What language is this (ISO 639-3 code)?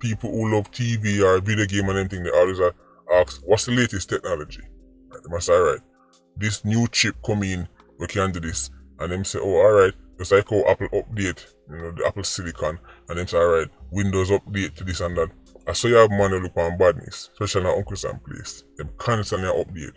jam